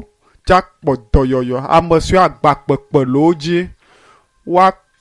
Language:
Ewe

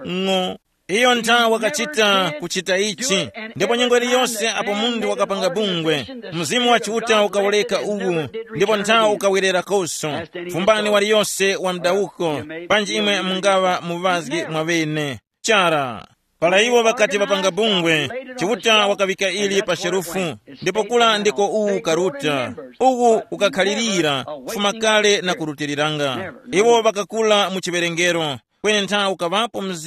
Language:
Tumbuka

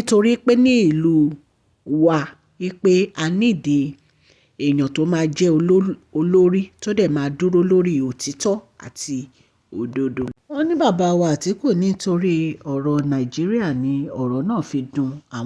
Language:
Yoruba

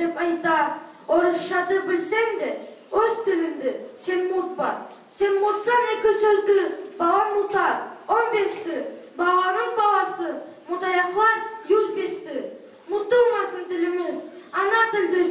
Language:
Nogai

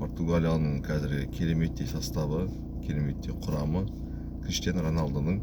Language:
Kazakh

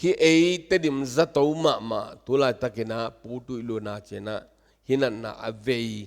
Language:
Tedim Chin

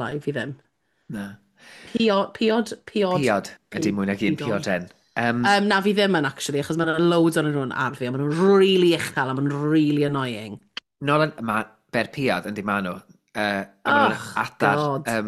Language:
Welsh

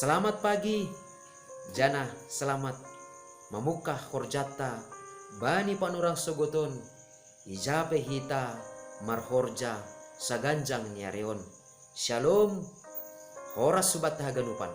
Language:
Batak Simalungun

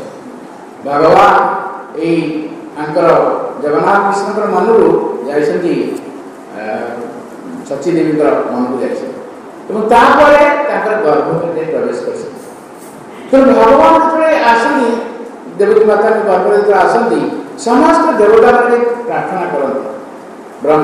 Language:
Odia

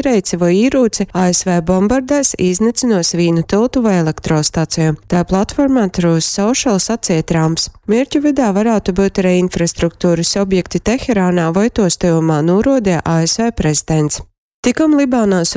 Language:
Latgalian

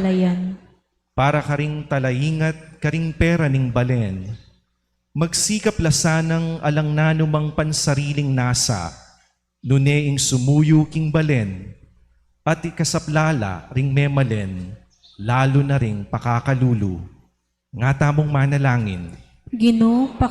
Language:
Pampanga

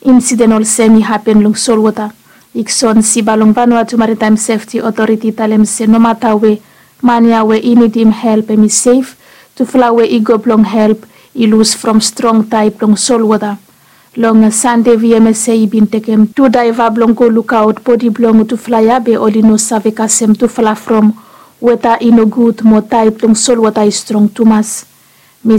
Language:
Bislama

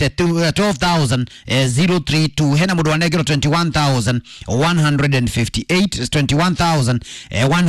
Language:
Kikuyu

